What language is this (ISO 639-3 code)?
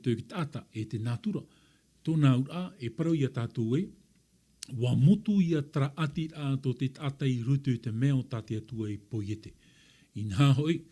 tah